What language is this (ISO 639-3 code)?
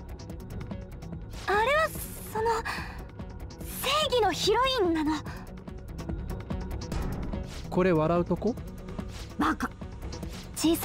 jpn